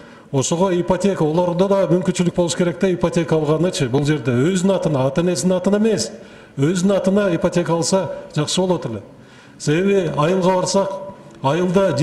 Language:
Kyrgyz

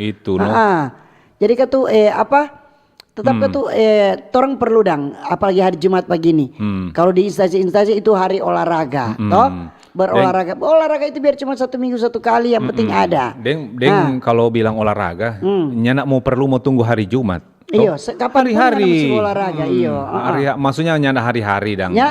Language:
Manado Malay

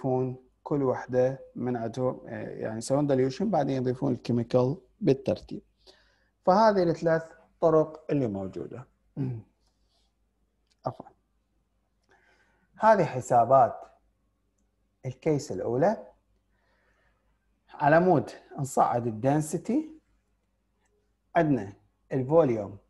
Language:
Mesopotamian Arabic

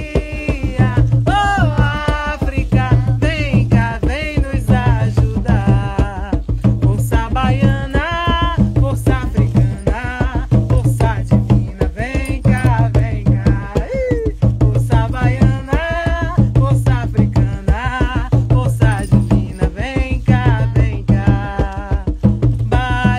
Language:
Portuguese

